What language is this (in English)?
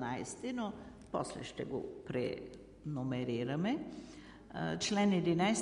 Bulgarian